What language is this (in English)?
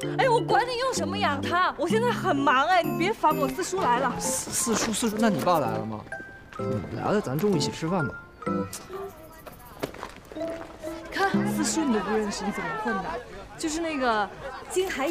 Chinese